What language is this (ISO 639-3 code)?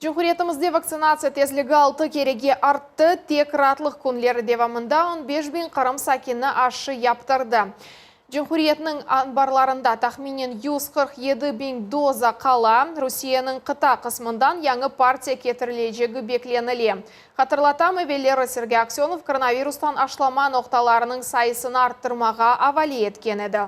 crh